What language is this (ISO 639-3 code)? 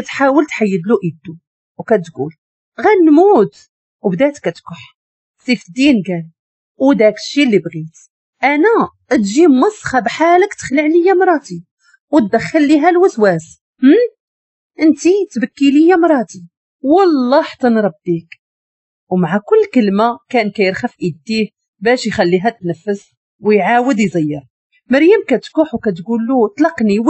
ary